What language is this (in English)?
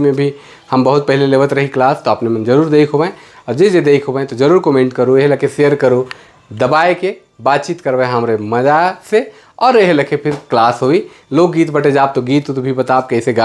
Sadri